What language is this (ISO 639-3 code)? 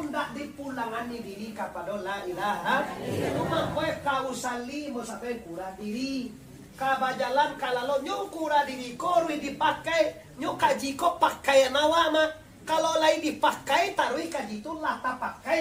min